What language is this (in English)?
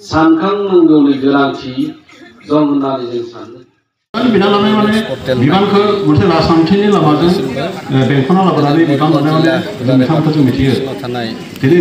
Bodo